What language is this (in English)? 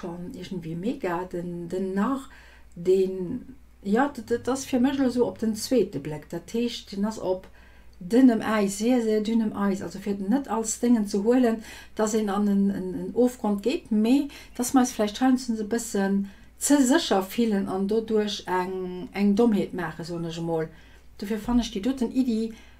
Luxembourgish